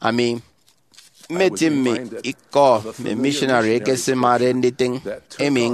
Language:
Efik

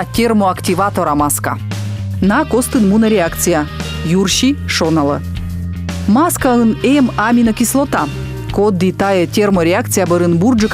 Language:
Komi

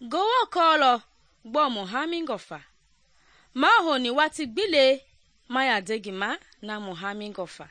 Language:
Mende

